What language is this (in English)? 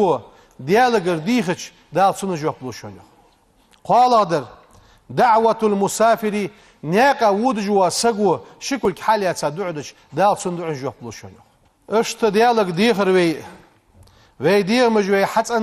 Ingush